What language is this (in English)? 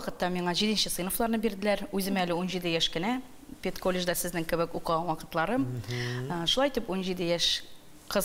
Tatar